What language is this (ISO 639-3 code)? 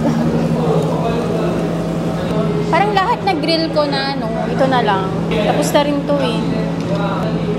fil